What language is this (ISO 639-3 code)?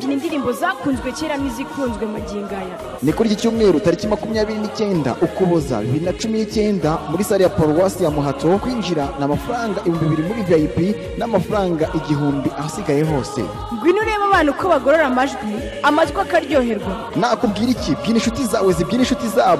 kin